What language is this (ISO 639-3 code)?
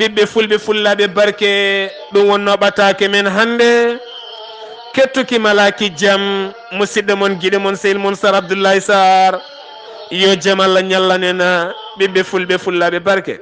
ful